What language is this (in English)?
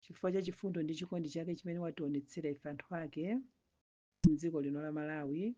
Nyanja